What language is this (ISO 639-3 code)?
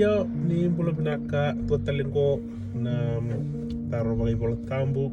fij